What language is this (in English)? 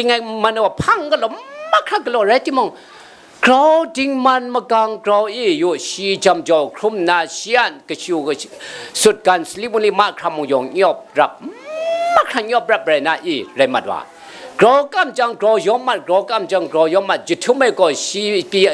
Kachin